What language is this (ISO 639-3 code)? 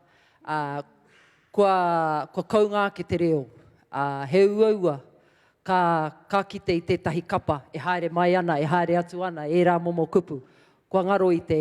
mri